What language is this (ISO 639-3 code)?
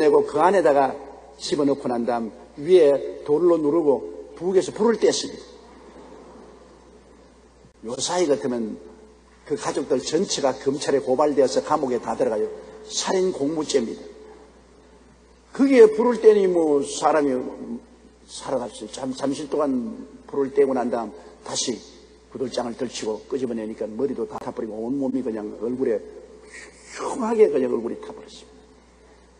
kor